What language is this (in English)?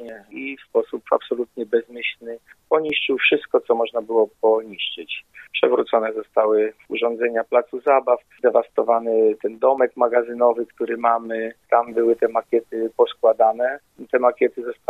Polish